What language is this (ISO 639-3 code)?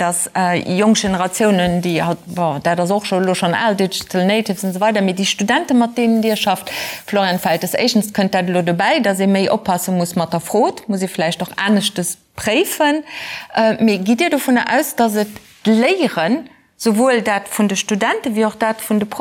ltz